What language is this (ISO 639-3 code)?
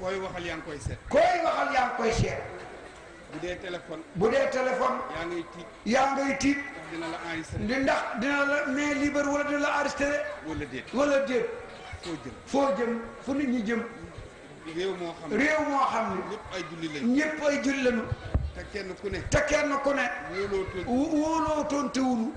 wol